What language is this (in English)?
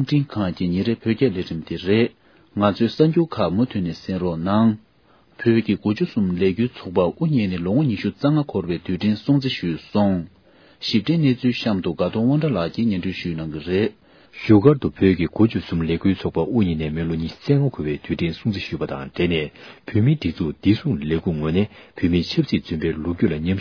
Tibetan